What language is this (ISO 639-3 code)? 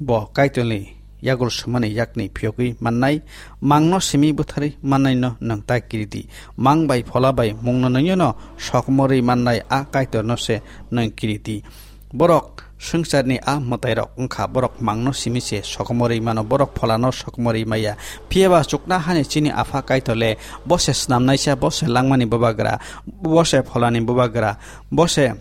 trp